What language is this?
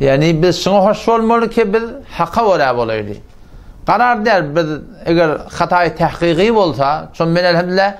Turkmen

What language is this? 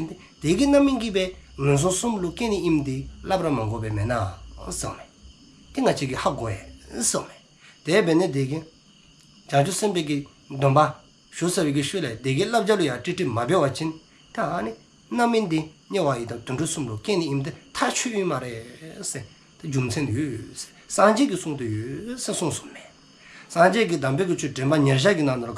Dzongkha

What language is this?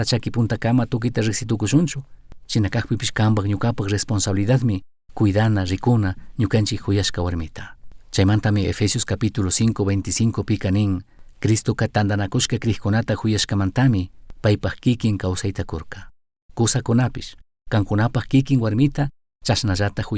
Chimborazo Highland Quichua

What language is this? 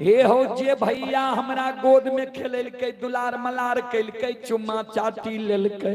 Maithili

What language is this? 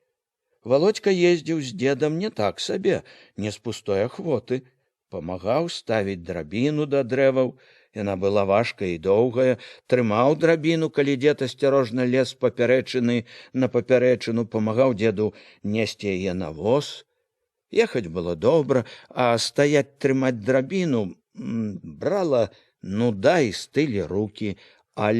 Belarusian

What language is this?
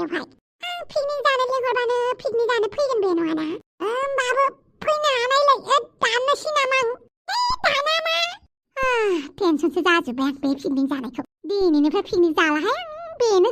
Bodo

